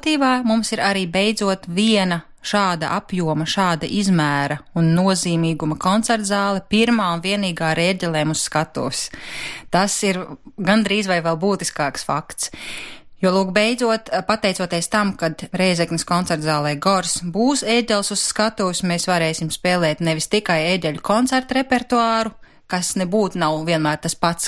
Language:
Latvian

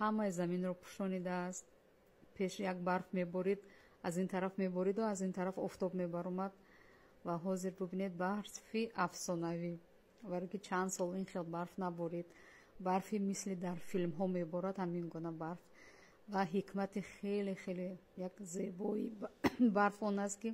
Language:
Tajik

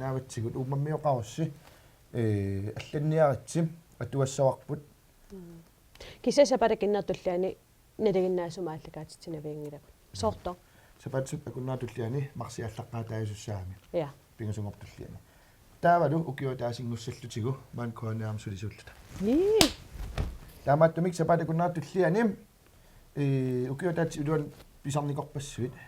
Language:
Kalaallisut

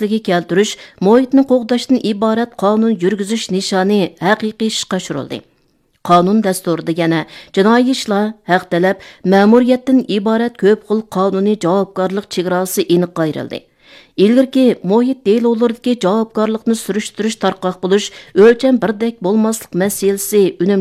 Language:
Uyghur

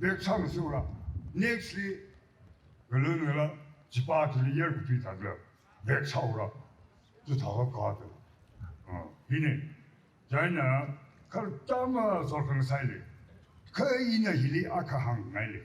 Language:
Tangkhul Naga (India)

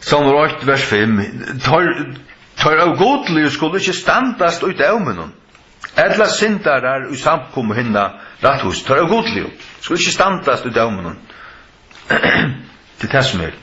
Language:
Faroese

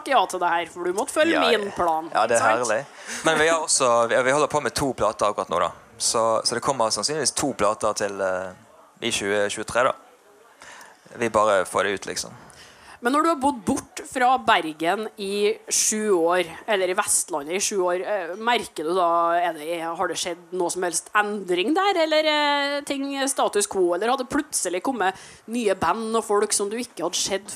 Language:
Norwegian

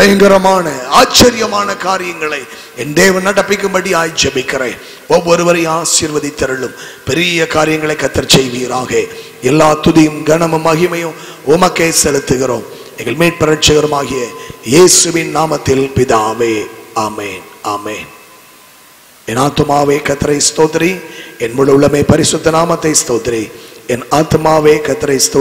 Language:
Tamil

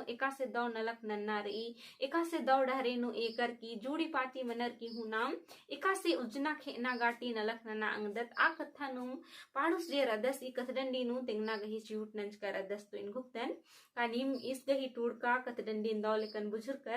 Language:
Kurukh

